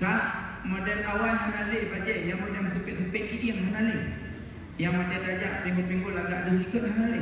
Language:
Achinese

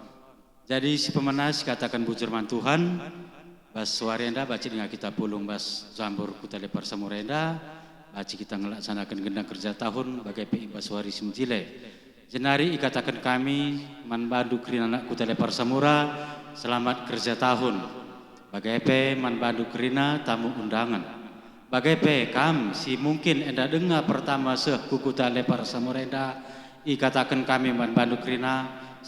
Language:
Batak Karo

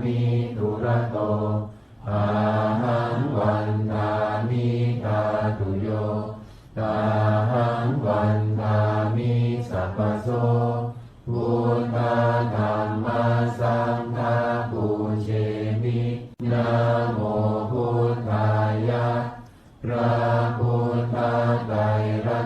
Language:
Pali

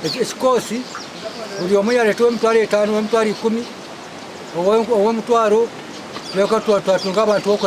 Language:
Nyankole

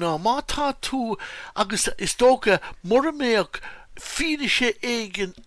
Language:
Irish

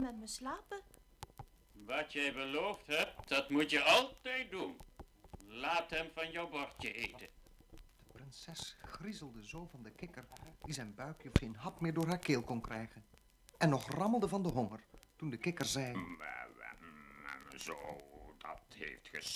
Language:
Dutch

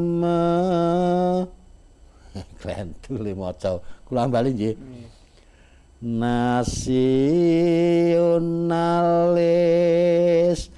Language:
Javanese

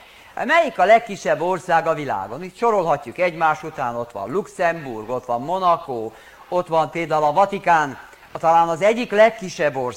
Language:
Hungarian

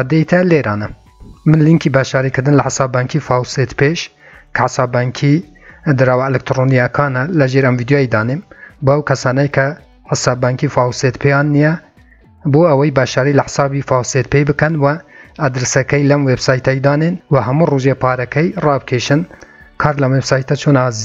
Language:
Central Kurdish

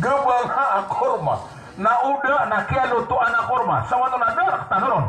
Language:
Maranao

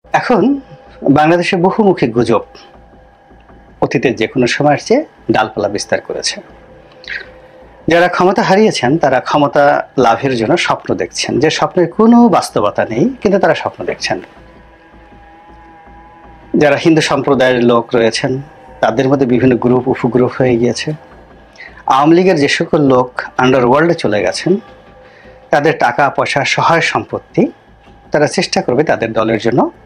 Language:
Bangla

